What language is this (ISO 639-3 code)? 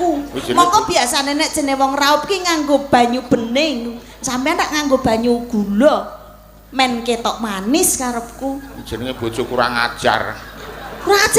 jav